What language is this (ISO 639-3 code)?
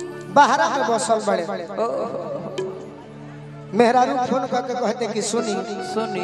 bho